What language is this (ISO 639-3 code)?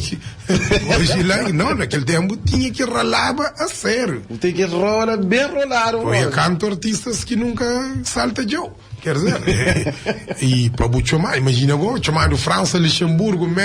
kea